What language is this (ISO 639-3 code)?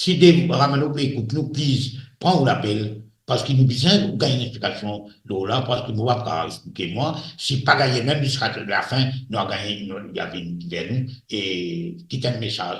mfe